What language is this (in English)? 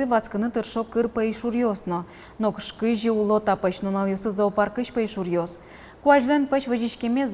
Udmurt